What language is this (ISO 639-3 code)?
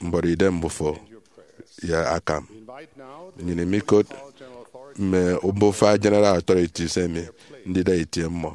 efi